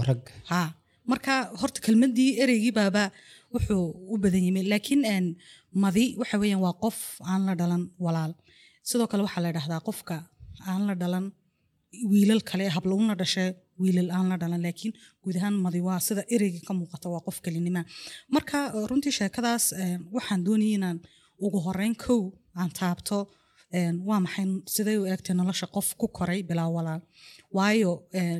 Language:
Somali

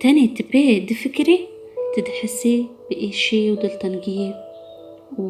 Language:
Kurdish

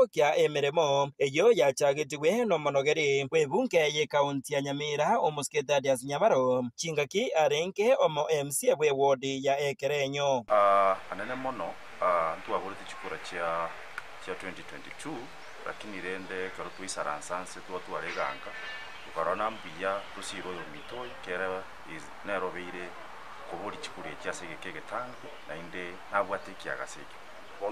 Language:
Gusii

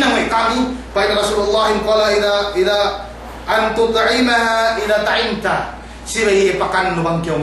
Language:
Yakan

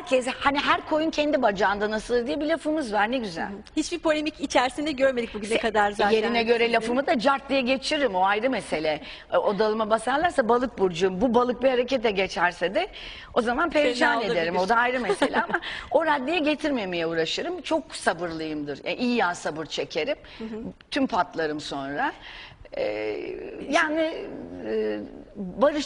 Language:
Turkish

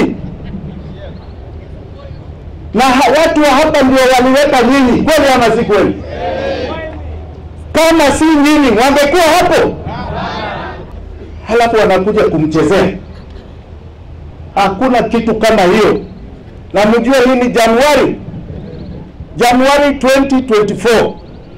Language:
Swahili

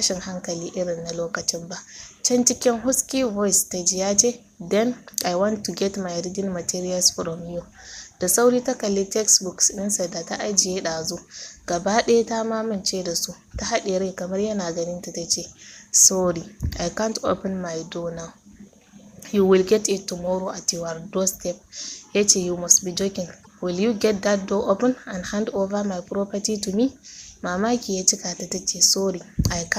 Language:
Hausa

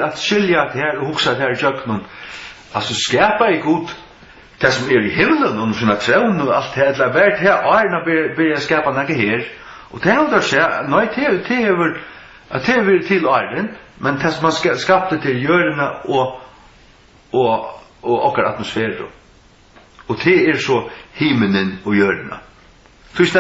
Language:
Faroese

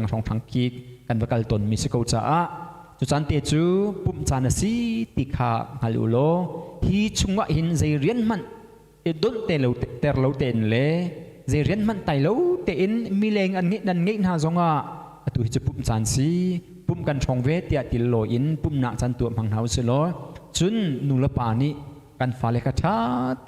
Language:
Hakha Chin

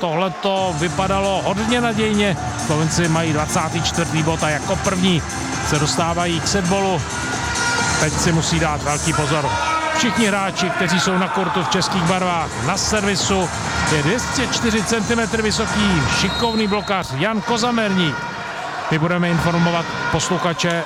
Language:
Czech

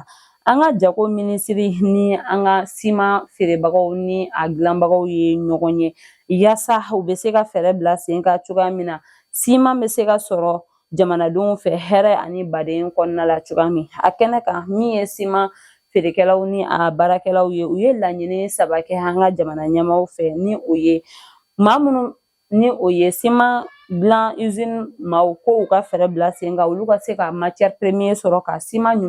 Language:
Bambara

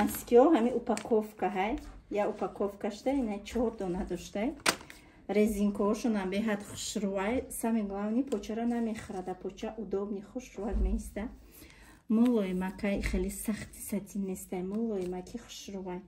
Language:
Tajik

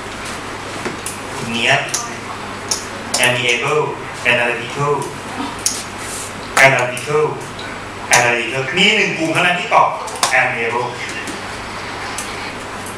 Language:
Thai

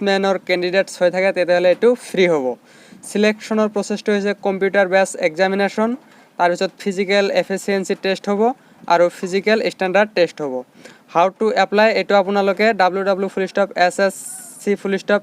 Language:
Assamese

